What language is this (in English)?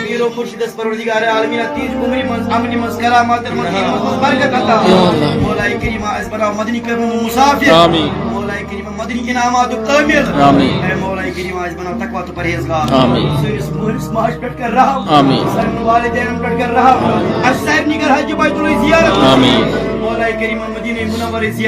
Kashmiri